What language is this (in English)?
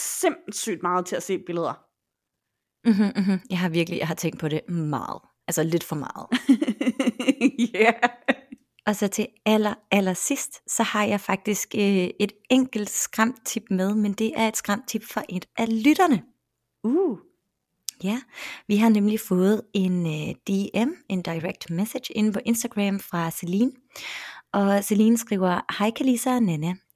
Danish